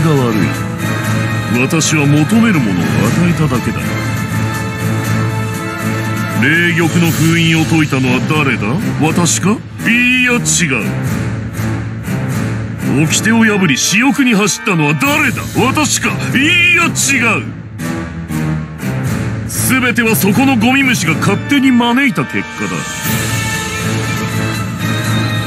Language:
Japanese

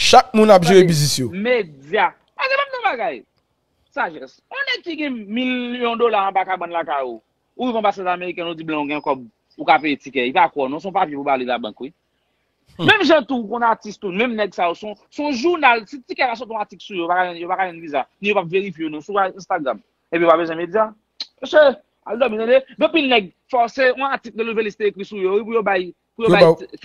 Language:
Haitian Creole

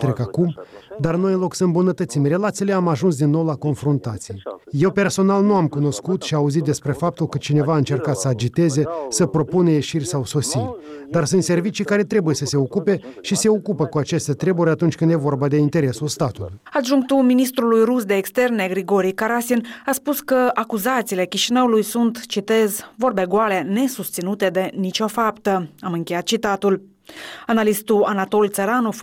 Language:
Romanian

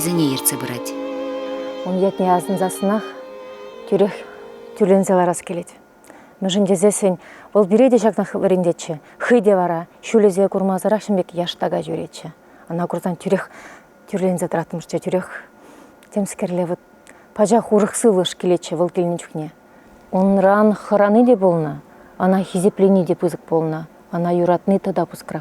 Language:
Chuvash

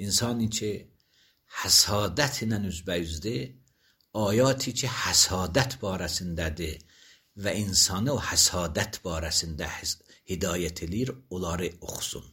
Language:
Azerbaijani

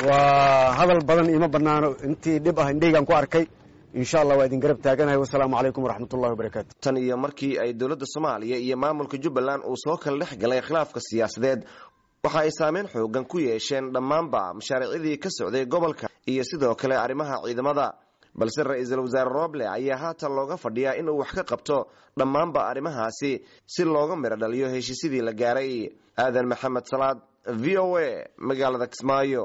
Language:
Somali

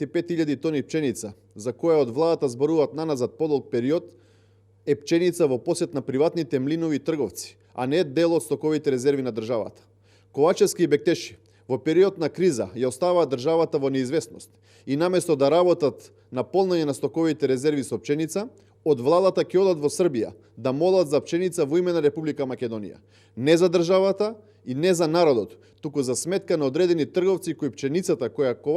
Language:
Macedonian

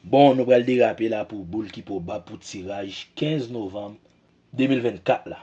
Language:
Haitian Creole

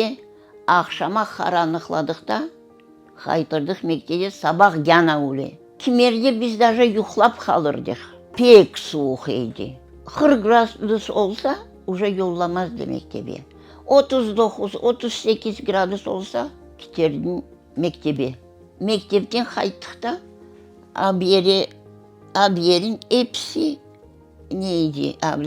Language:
Crimean Tatar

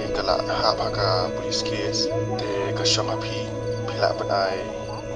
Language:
Khasi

